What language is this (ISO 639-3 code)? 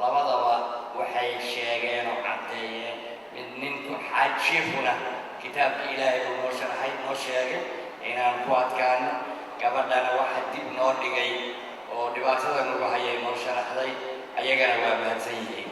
som